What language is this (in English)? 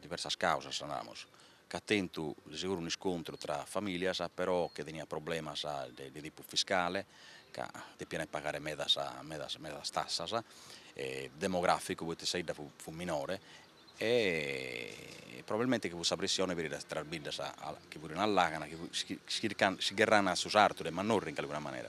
Sardinian